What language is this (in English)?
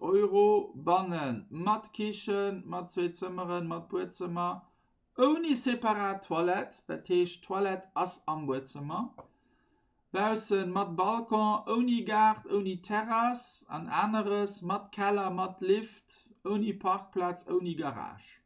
Luxembourgish